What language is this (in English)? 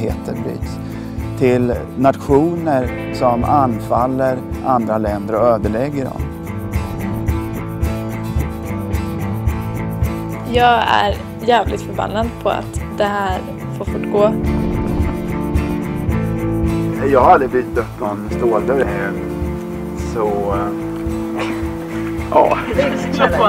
Swedish